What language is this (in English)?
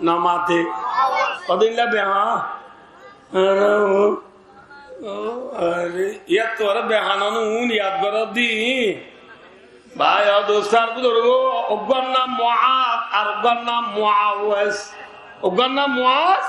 Rohingya